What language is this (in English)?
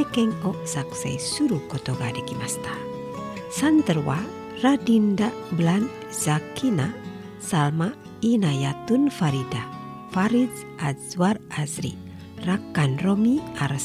Japanese